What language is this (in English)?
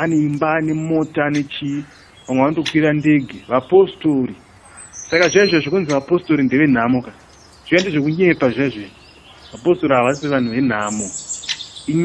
Shona